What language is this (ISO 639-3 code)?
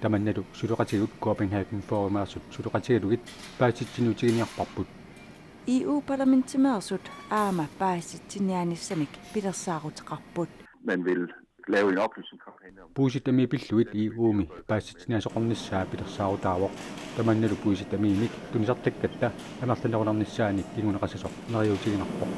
kal